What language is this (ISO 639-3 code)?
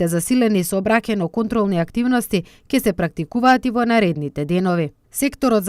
mkd